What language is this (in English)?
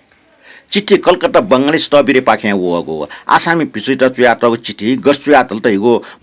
Newari